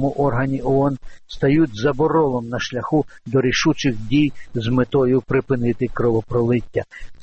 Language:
Ukrainian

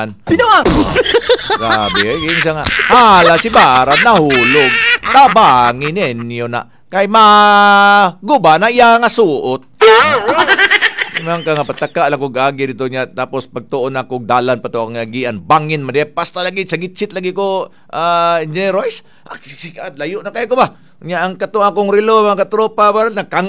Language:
Cebuano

